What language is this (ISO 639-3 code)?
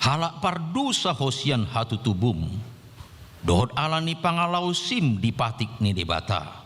bbc